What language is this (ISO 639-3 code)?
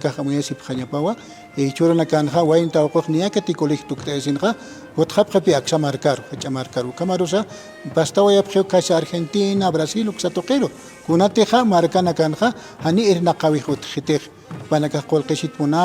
aym